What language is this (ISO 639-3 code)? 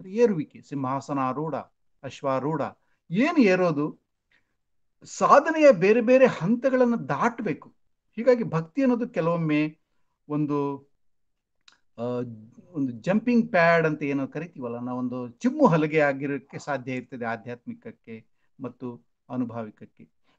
kan